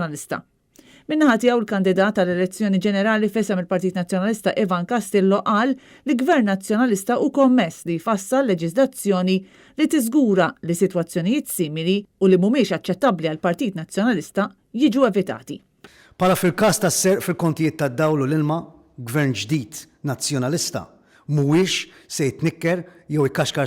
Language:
Maltese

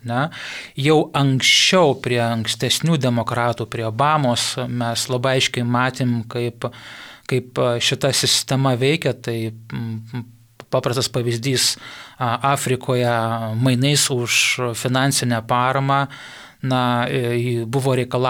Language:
Lithuanian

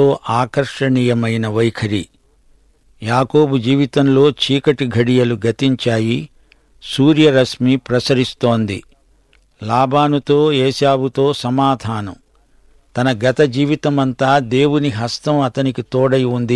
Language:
Telugu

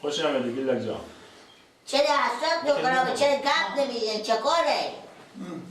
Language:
Persian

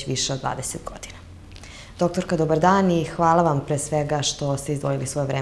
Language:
Serbian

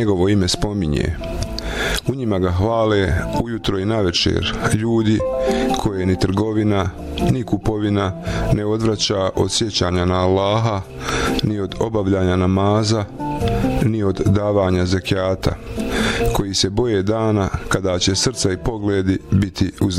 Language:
Bosnian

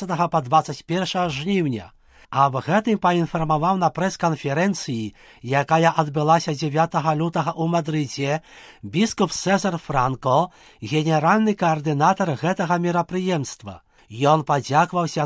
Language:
Belarusian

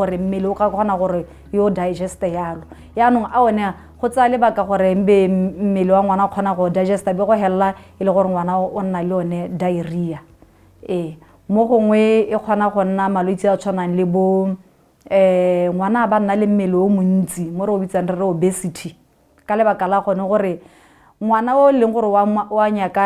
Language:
Tswana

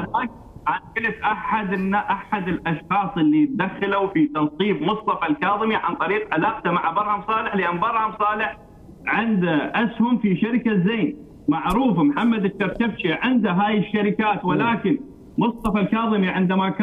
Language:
Mesopotamian Arabic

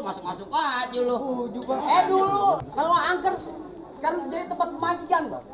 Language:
Betawi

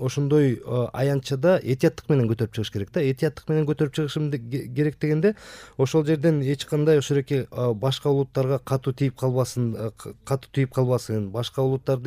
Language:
Kyrgyz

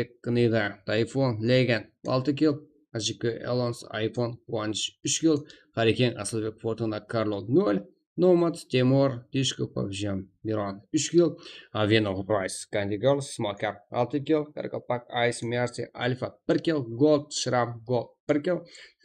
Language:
Kara-Kalpak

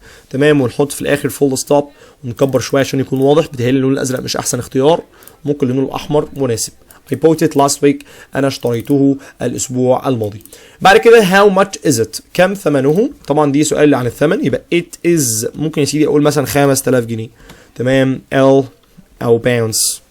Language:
Egyptian Arabic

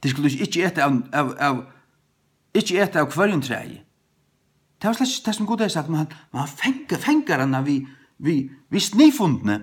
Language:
Faroese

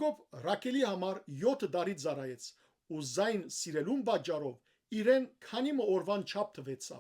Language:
Western Armenian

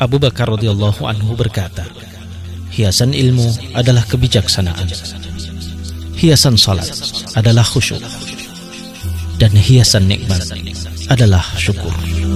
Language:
Indonesian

